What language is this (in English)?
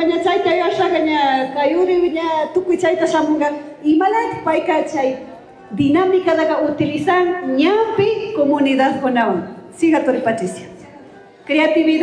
Chimborazo Highland Quichua